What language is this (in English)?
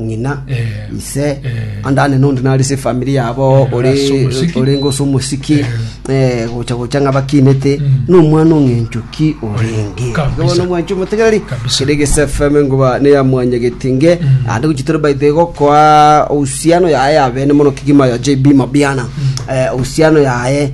Gusii